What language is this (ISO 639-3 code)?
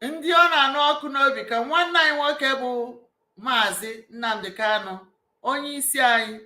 ibo